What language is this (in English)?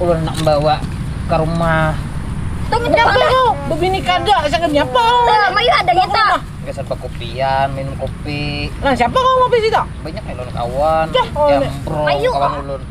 Banjar